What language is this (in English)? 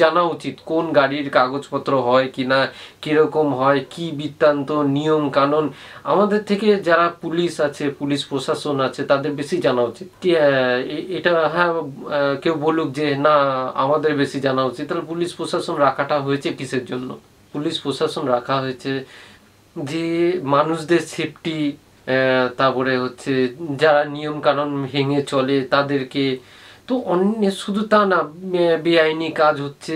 Bangla